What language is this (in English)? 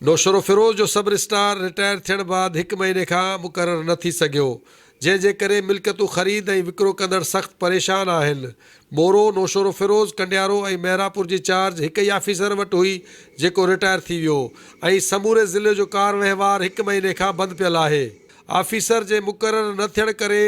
Sindhi